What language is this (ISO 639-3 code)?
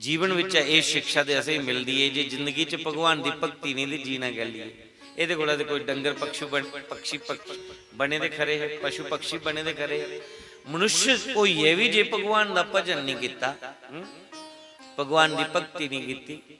doi